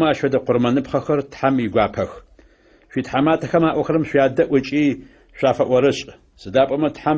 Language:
Adyghe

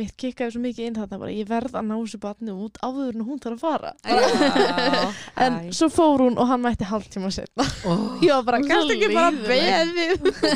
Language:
Icelandic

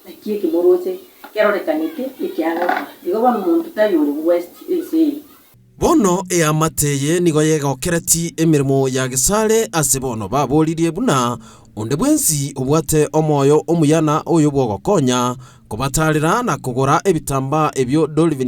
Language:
Gusii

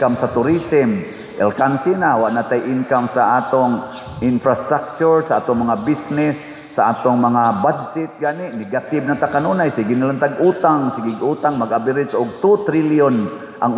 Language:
Cebuano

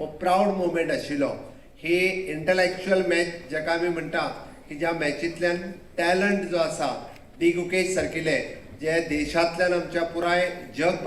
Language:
Konkani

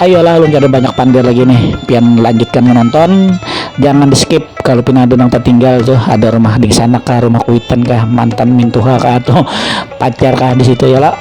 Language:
Banjar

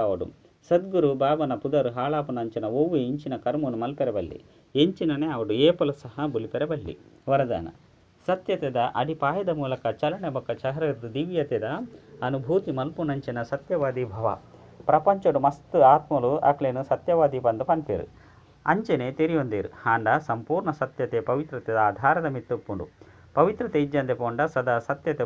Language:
Tulu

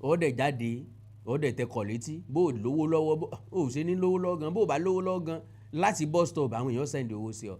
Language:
Yoruba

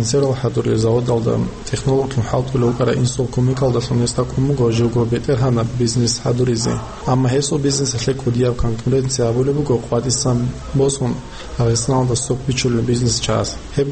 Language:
Avaric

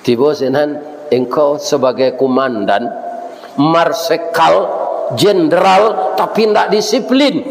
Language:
Minangkabau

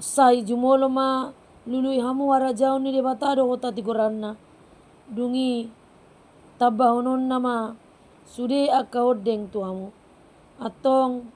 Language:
Batak Toba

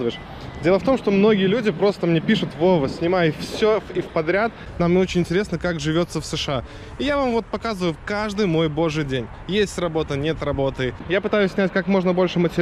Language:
Russian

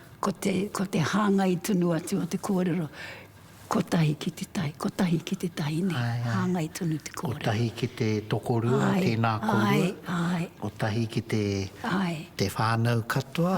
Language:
Māori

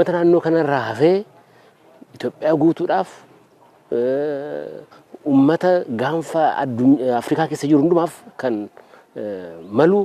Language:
Oromo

